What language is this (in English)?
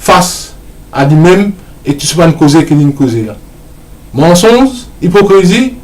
Morisyen